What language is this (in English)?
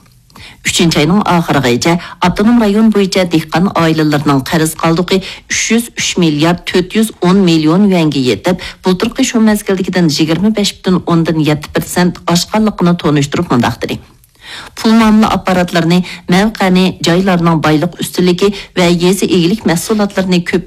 Uyghur